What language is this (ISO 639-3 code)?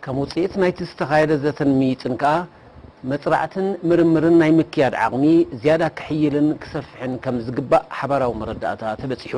tir